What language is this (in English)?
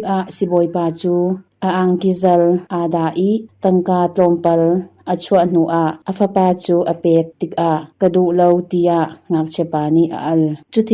Hakha Chin